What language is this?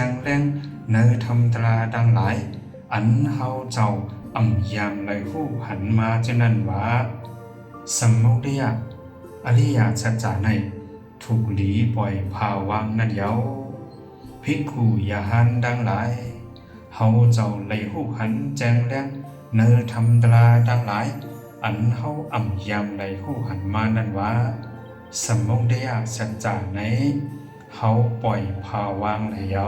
Shan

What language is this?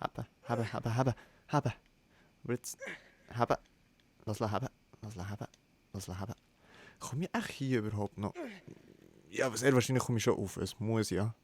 Swiss German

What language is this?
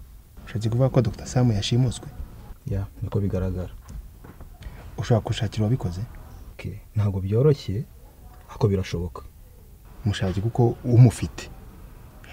Kinyarwanda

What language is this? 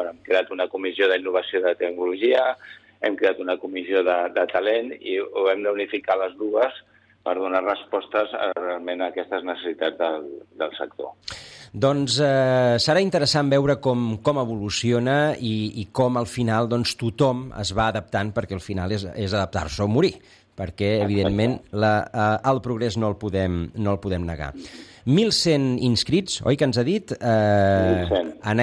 Catalan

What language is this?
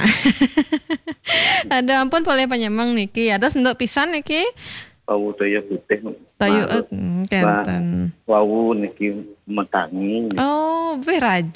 Balinese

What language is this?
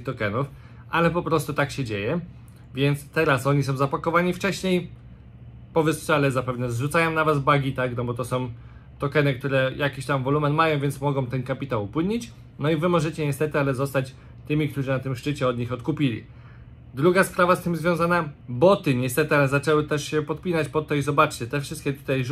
Polish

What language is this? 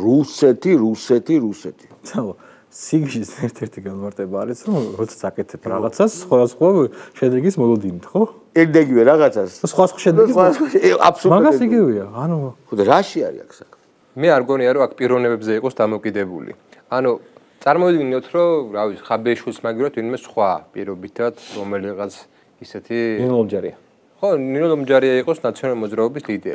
Georgian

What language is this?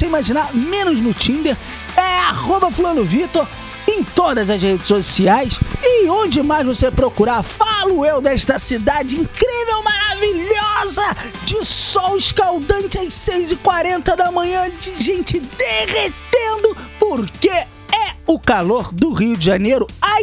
Portuguese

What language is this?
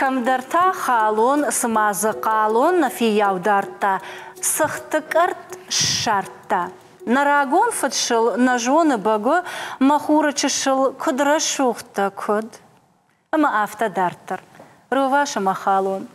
Ossetic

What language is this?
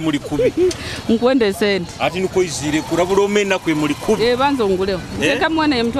Nyoro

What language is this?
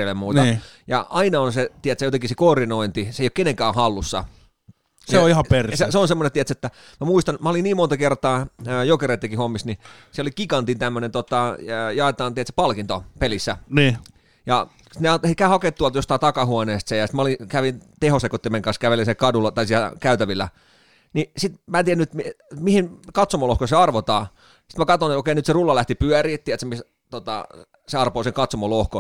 Finnish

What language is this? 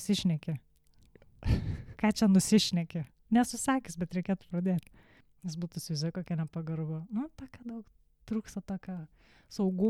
Lithuanian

